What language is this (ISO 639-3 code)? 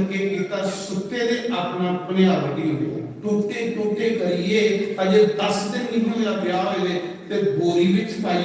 doi